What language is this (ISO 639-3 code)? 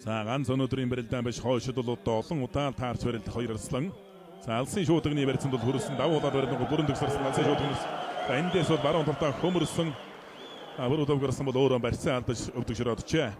mon